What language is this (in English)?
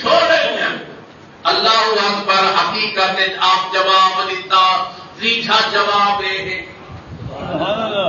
Saraiki